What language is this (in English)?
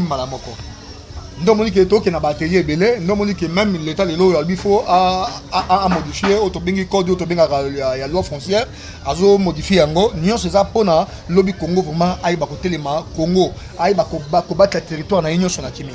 Lingala